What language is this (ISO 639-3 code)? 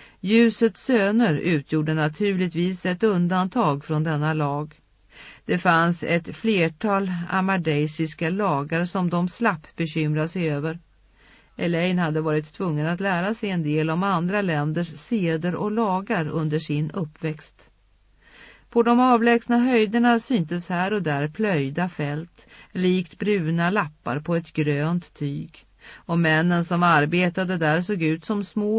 swe